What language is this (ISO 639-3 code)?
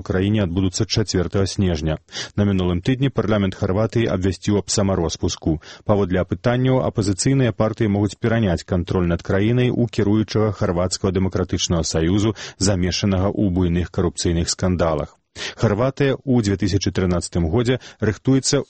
bel